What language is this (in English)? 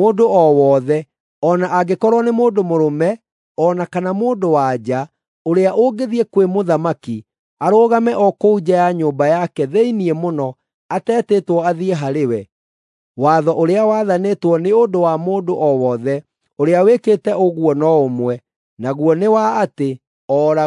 Kikuyu